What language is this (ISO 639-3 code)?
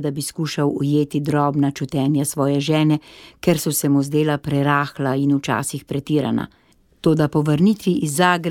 slv